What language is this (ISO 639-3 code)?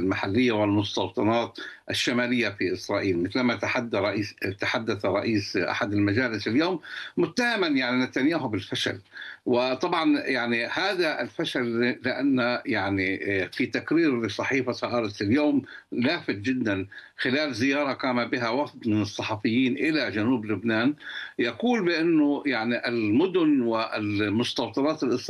ara